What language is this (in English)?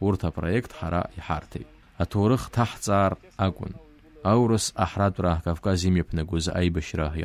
Abkhazian